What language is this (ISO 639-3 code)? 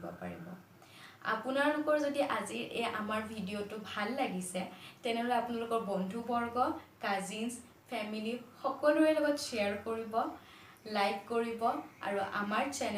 asm